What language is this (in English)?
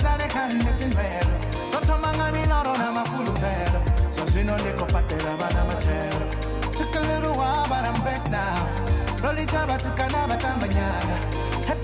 Venda